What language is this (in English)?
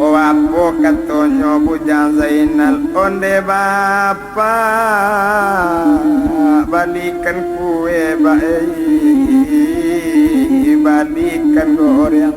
Minangkabau